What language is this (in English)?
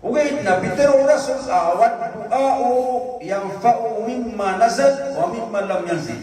Maranao